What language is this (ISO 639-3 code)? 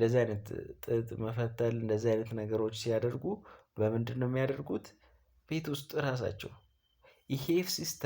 amh